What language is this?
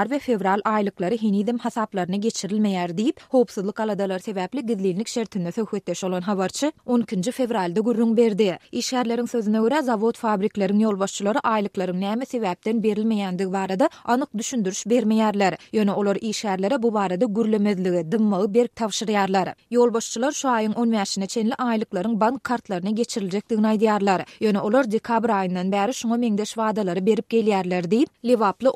Turkmen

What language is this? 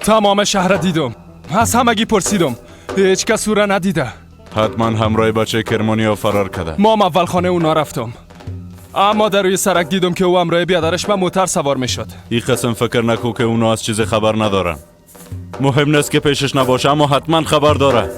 Persian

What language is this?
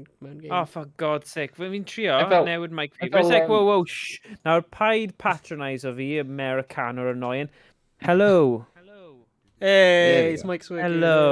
Welsh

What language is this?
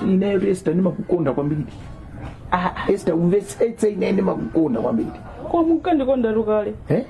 Nyanja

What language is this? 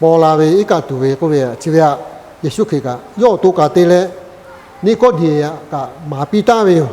Lahu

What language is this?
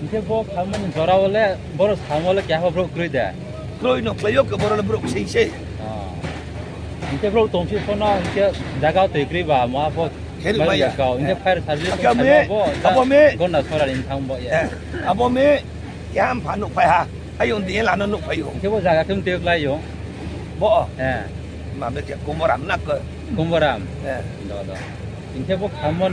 Riang (India)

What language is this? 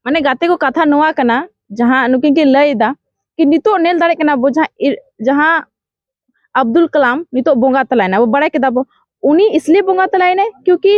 Santali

